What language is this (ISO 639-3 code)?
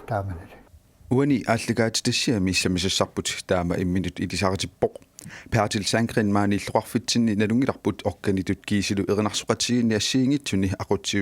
kal